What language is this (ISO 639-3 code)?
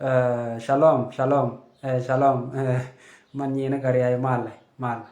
nus